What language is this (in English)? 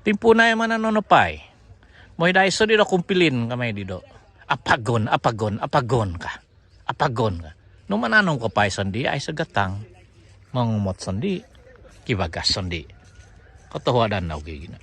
Central Dusun